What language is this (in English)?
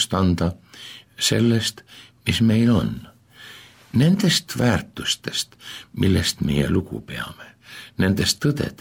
Estonian